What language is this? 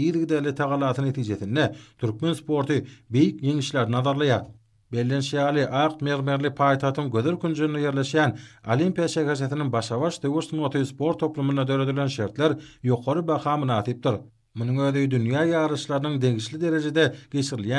Turkmen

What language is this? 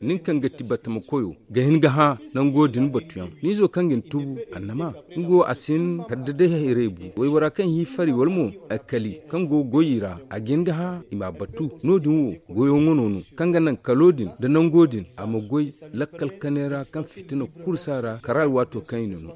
Zarma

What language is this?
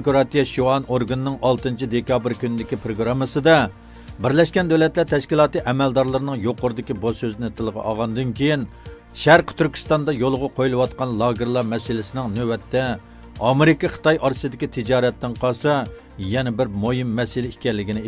Uyghur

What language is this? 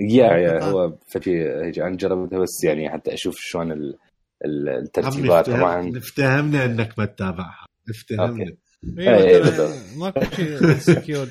Mesopotamian Arabic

